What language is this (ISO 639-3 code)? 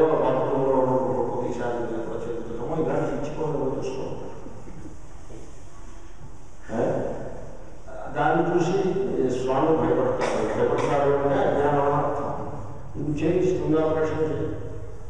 tel